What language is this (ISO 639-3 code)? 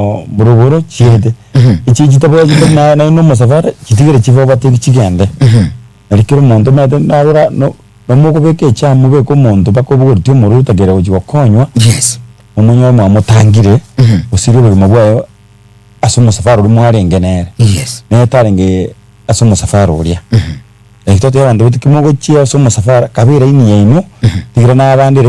guz